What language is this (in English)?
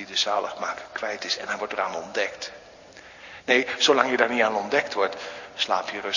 Dutch